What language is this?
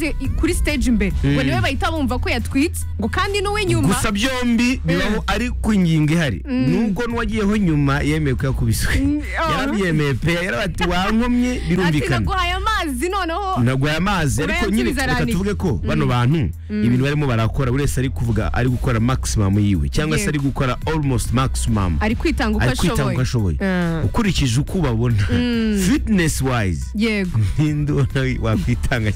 Kinyarwanda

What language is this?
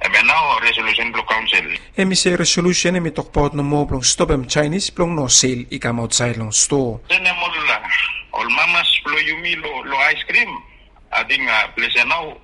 Bislama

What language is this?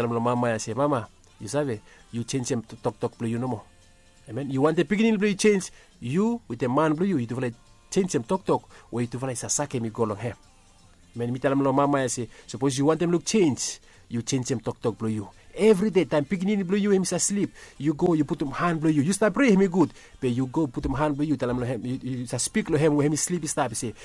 Bislama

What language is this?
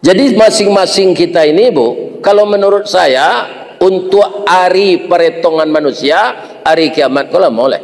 Minangkabau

